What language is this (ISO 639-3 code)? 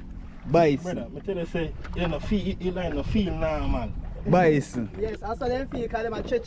jam